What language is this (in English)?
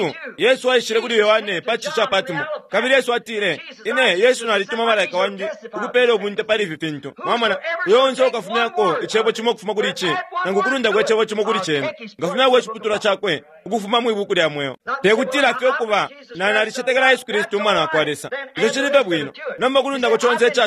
Bemba